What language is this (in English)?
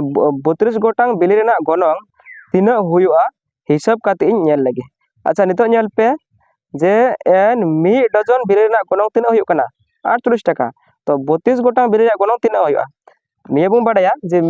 Santali